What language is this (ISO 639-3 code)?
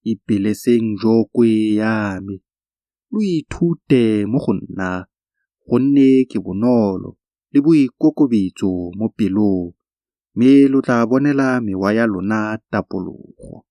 tsn